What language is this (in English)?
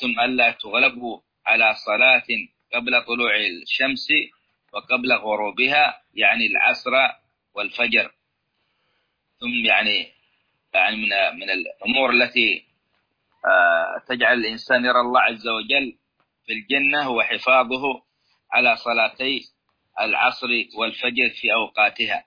Arabic